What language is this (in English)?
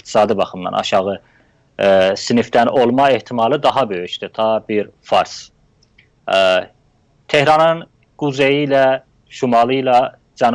South Azerbaijani